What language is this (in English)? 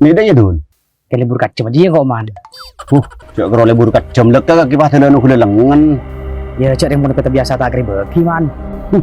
Madurese